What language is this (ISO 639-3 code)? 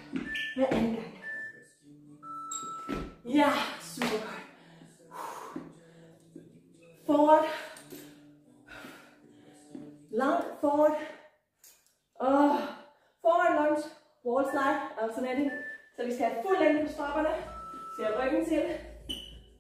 dan